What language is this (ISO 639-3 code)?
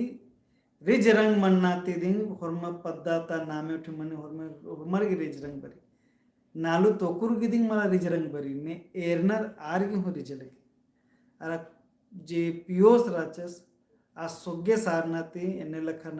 kru